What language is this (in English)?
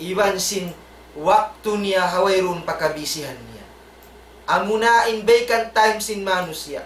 Tausug